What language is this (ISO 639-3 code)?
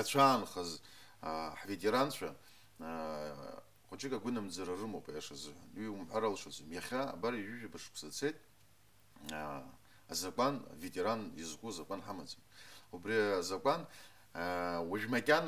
abk